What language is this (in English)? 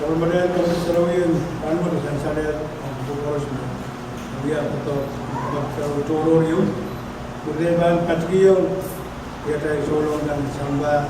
Pohnpeian